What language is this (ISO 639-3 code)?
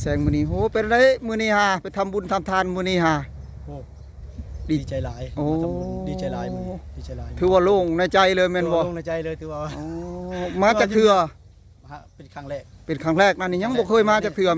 tts